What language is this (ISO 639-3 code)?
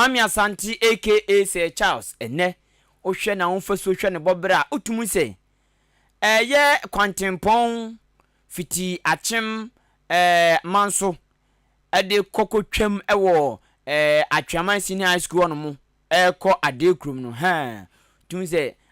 aka